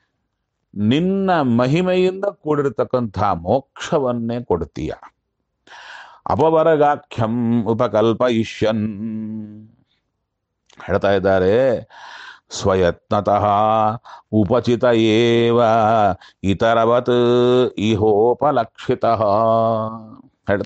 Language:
Kannada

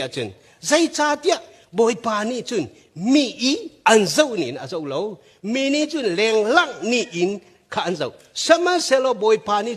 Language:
Hakha Chin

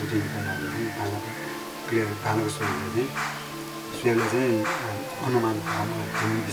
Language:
Newari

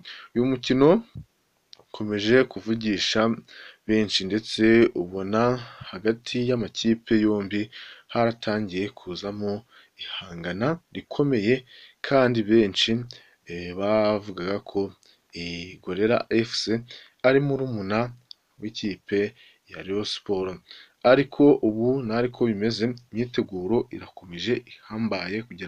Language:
Kinyarwanda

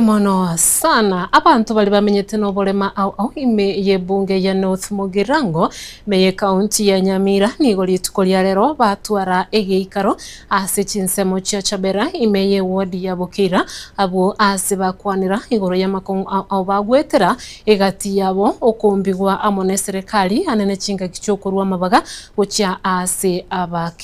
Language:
Gusii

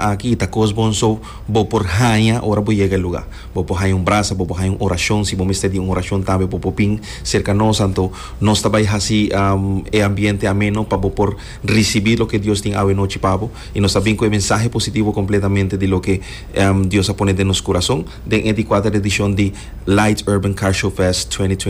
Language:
Papiamento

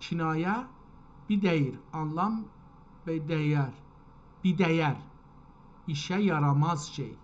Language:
South Azerbaijani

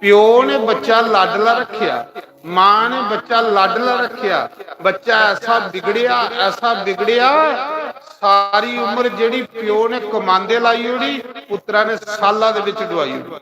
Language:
Dogri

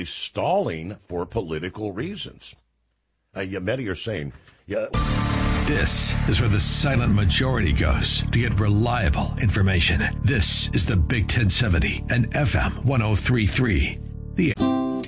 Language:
English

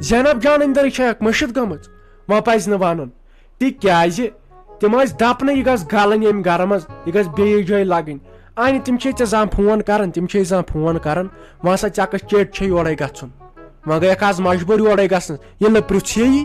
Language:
Kashmiri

